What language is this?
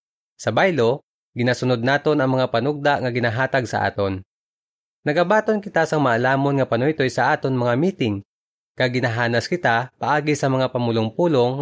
Hiligaynon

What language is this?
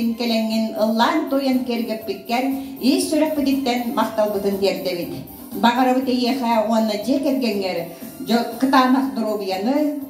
Yakut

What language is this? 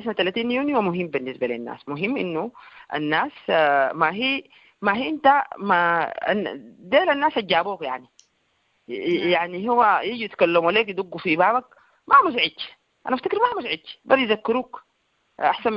Sudanese Arabic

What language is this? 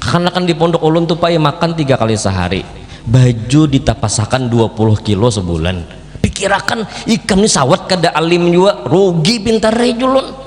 Banjar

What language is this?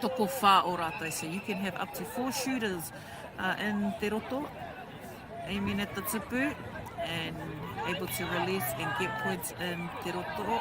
Māori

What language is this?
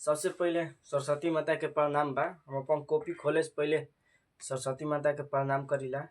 Bhojpuri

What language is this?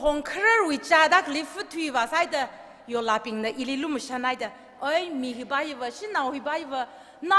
Tangkhul Naga (India)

